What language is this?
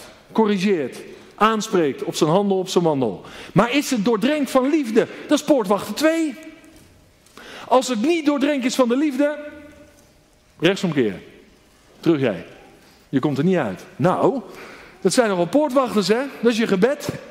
Dutch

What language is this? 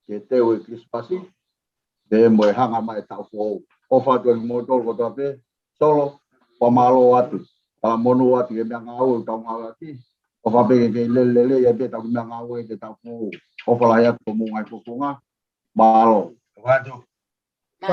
Tongan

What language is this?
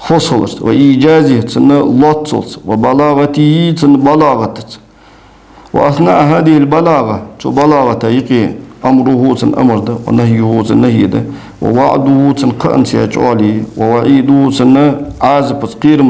Ingush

